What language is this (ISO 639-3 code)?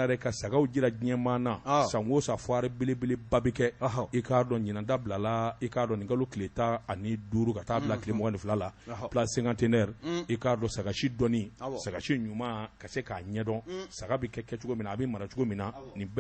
bam